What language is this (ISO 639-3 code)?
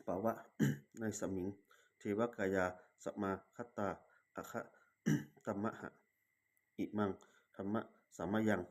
pli